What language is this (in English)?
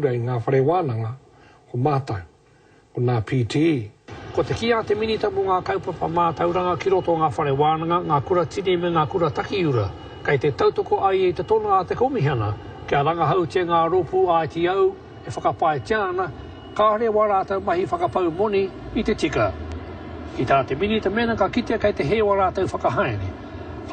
Māori